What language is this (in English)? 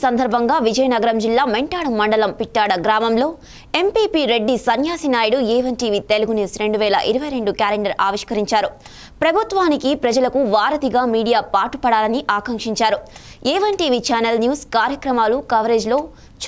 Telugu